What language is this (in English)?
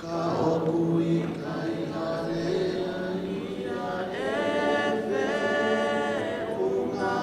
Tongan